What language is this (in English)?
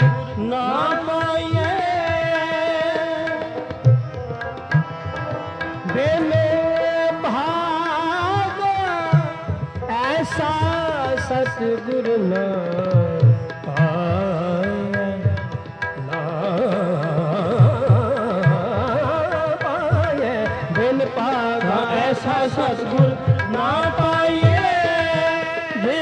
Punjabi